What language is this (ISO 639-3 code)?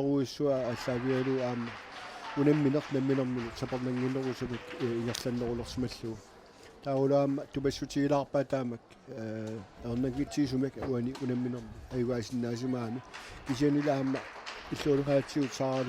kal